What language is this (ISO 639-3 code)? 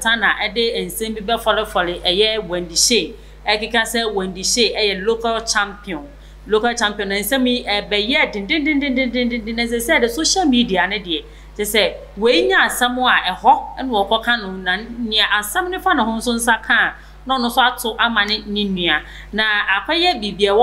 aka